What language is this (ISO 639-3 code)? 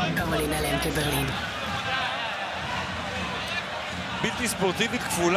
heb